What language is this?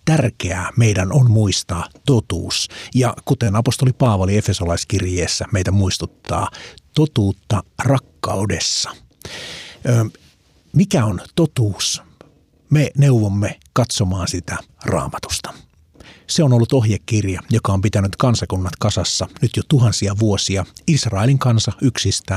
Finnish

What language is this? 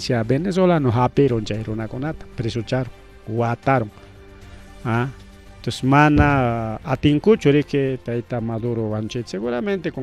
Ayacucho Quechua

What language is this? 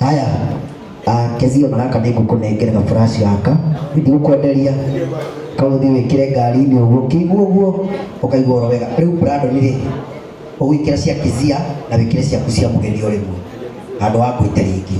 Kikuyu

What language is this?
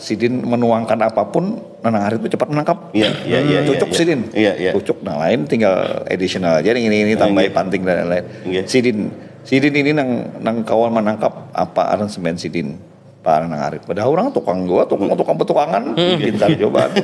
Banjar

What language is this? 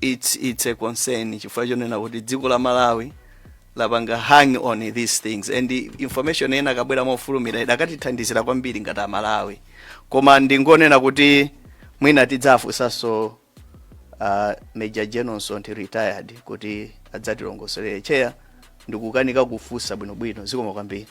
Nyanja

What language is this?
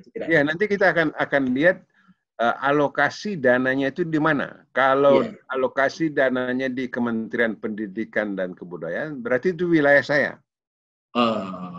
Indonesian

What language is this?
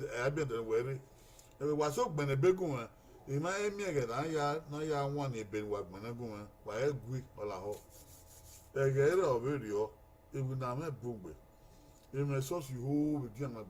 Bini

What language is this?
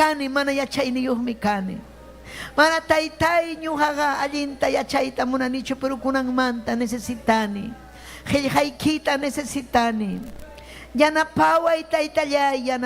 Ayacucho Quechua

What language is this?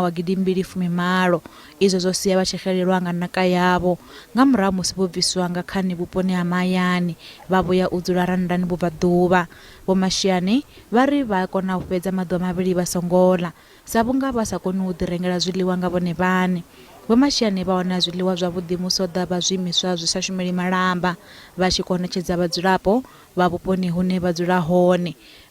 Venda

